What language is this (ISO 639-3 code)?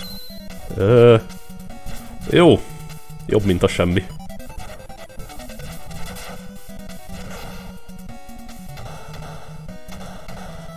hun